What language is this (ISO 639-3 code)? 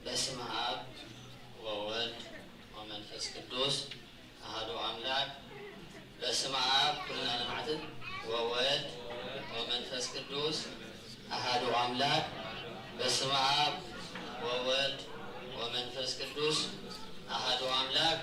gez